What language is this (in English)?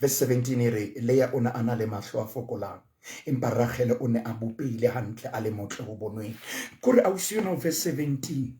Southern Sotho